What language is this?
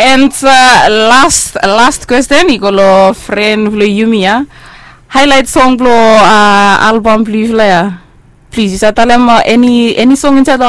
Bislama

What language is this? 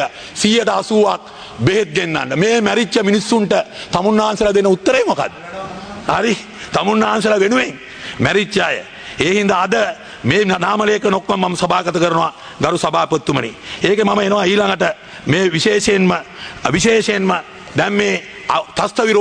Sinhala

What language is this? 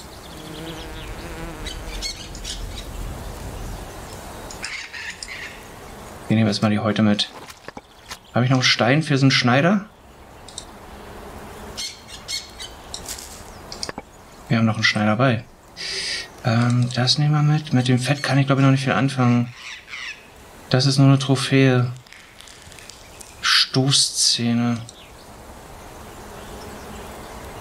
German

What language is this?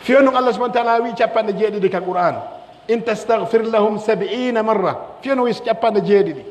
Pular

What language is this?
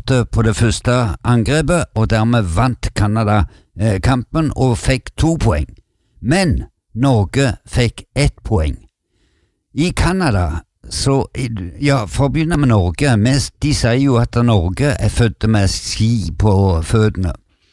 Norwegian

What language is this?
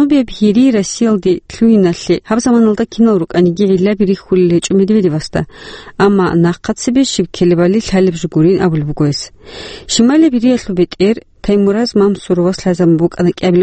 Avaric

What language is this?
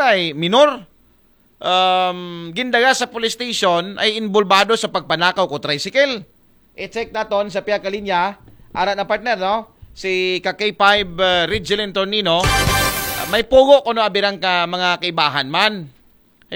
Aklanon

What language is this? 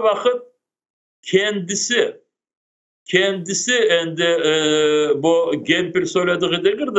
Crimean Tatar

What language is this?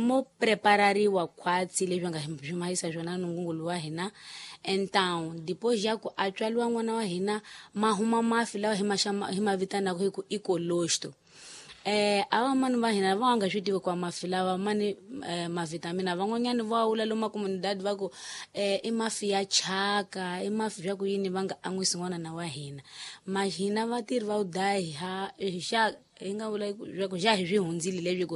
Tsonga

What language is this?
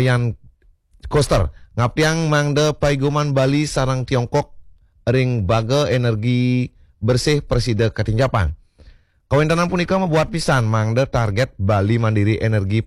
Balinese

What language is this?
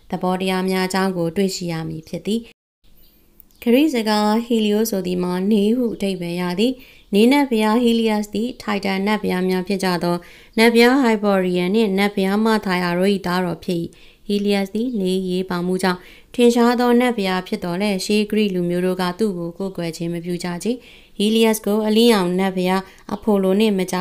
Burmese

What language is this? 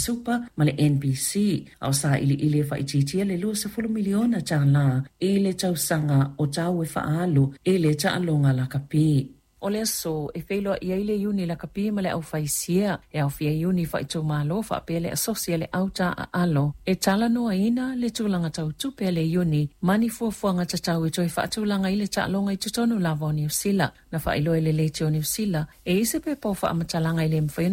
Samoan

